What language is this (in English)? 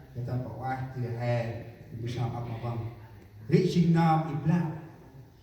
Central Mnong